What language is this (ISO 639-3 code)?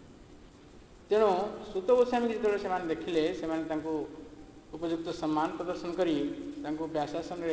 ori